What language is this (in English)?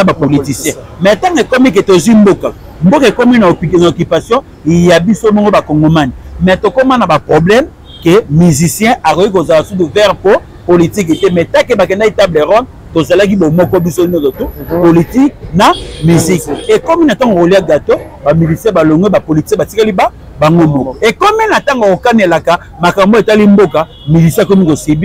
Lingala